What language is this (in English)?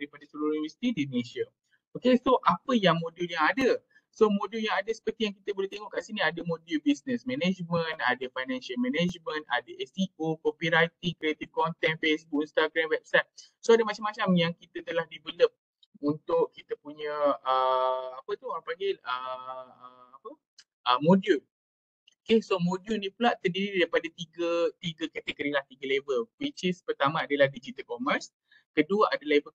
Malay